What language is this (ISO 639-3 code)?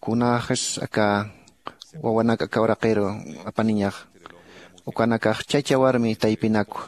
aym